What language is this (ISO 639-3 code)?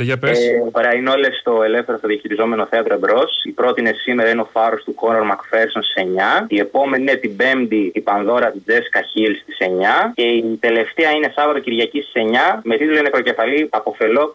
ell